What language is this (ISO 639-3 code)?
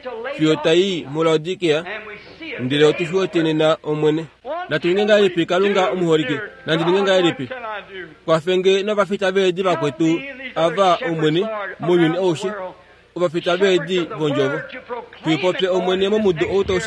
kua